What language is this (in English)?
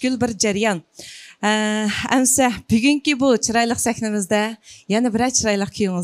Uyghur